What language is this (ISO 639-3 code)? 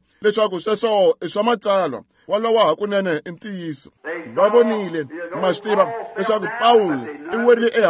tso